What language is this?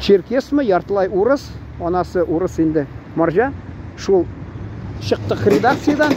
Tatar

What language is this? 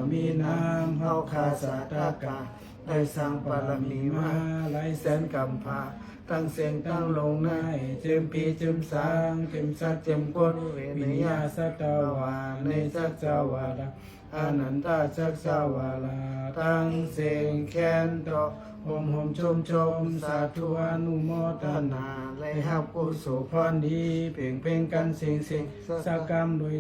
Shan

